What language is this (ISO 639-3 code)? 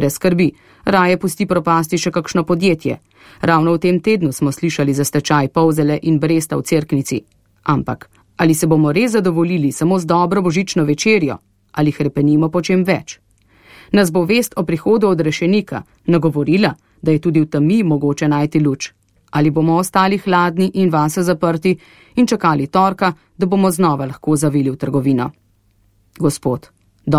slv